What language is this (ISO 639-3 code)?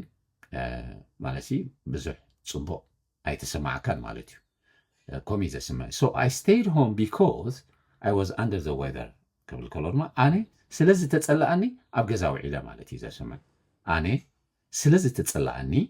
tir